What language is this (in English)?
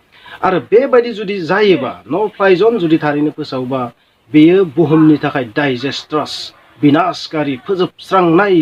Bodo